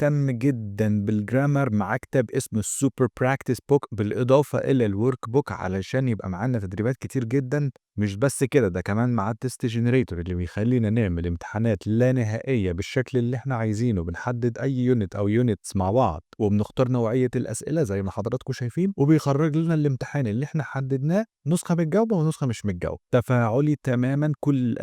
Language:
Egyptian Arabic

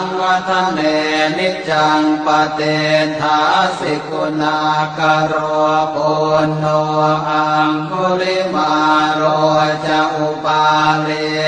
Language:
Pali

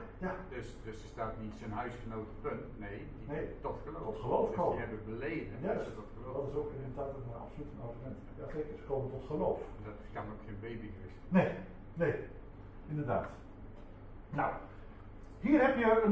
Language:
Dutch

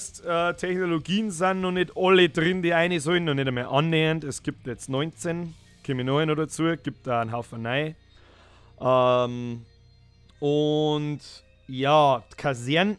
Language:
Bavarian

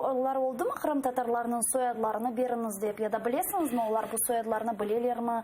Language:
Crimean Tatar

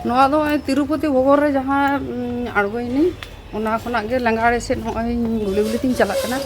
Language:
Santali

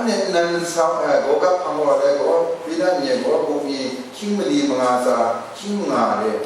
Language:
Kachin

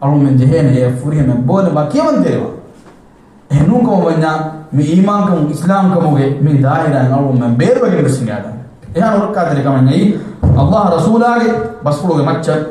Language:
Divehi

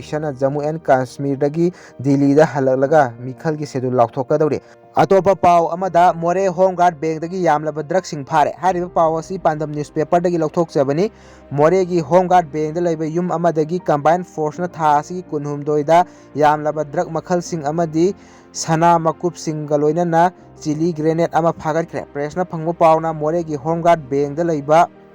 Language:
Manipuri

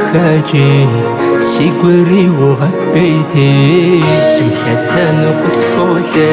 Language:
Kabardian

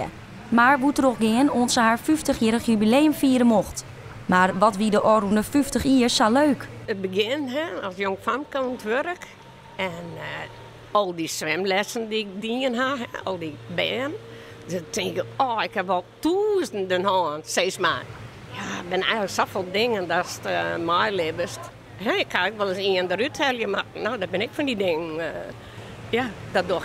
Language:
Western Frisian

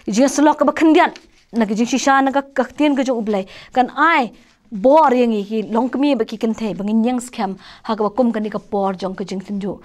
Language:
Khasi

